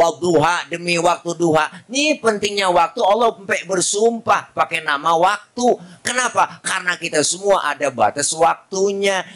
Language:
Betawi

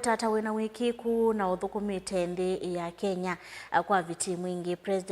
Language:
Kamba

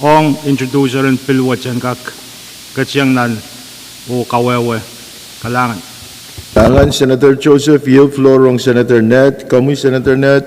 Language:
Pohnpeian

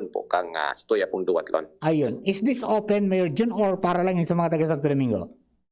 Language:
Bikol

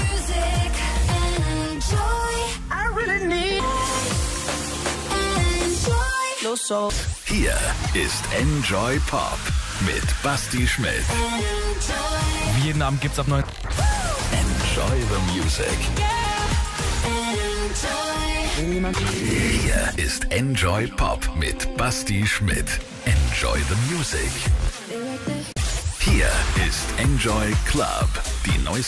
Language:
German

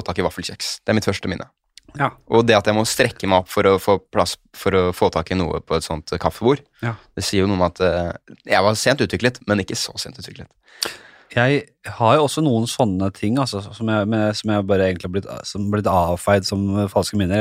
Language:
Norwegian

